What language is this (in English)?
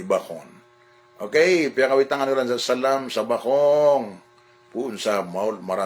Maranao